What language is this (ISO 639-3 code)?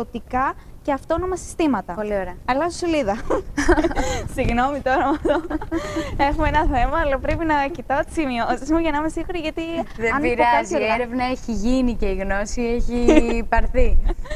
ell